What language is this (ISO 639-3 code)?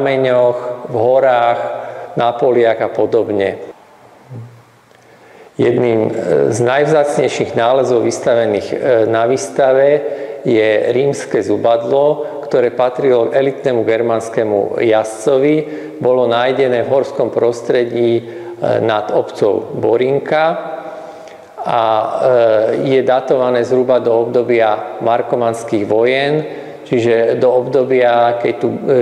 slk